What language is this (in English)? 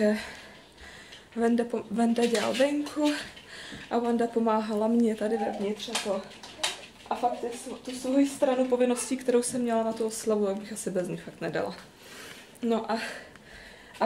Czech